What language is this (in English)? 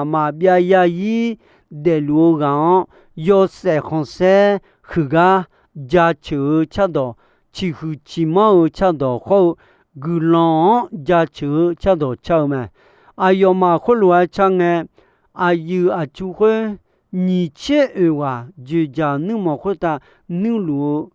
Akha